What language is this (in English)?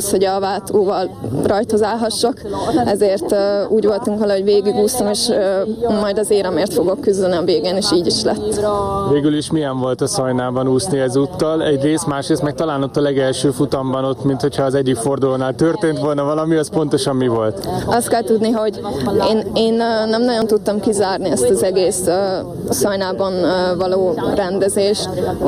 Hungarian